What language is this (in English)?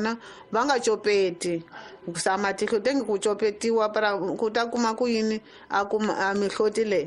Tsonga